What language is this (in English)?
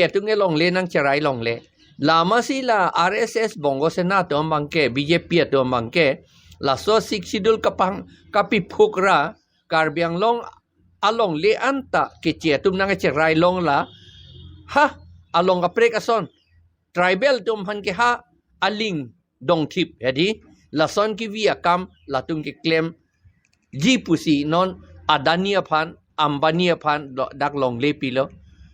Karbi